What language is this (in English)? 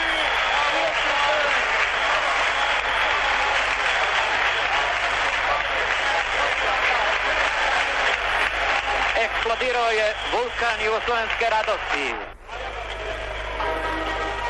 Serbian